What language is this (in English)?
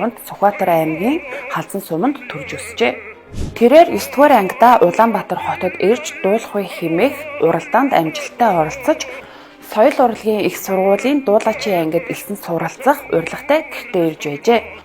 Mongolian